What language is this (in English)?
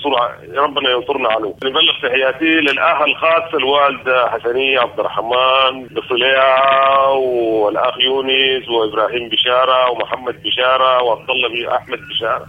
Sudanese Arabic